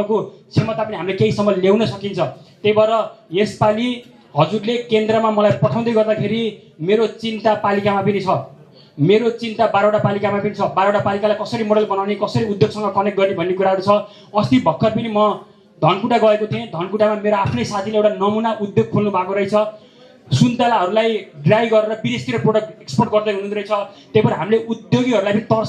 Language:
Nepali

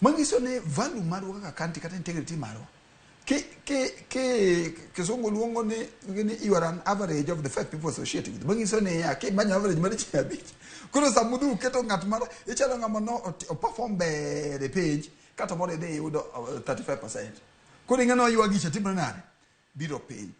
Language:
Luo (Kenya and Tanzania)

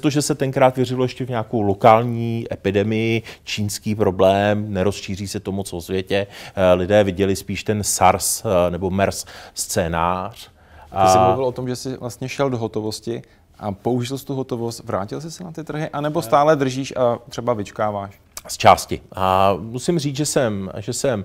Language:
Czech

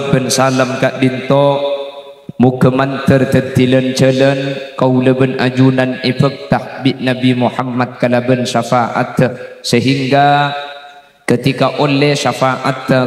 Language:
Madurese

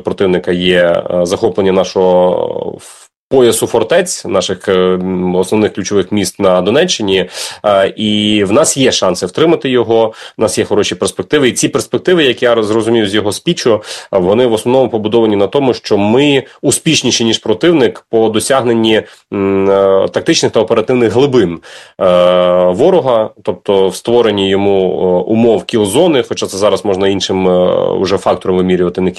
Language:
Ukrainian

